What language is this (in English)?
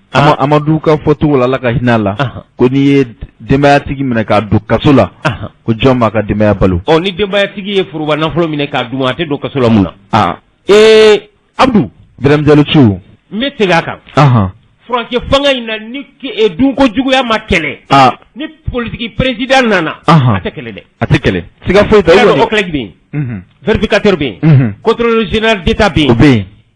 Bambara